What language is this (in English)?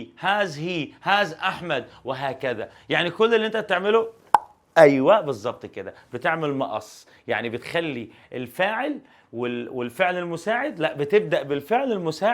Egyptian Arabic